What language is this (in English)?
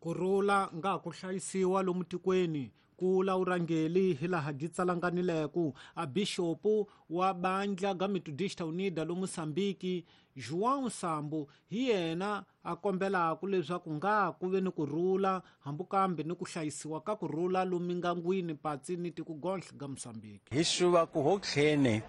Tsonga